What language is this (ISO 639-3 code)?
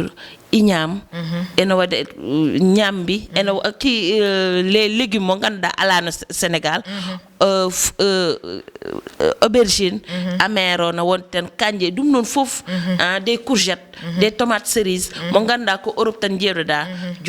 ful